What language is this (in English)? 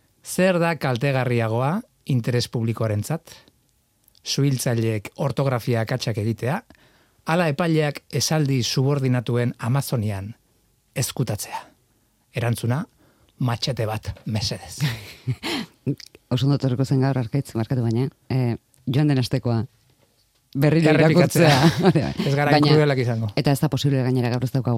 Basque